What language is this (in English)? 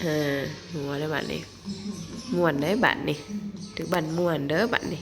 Northeastern Thai